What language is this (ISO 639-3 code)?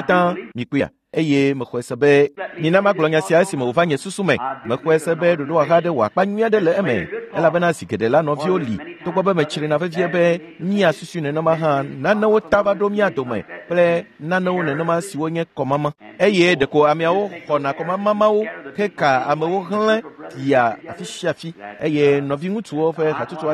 ewe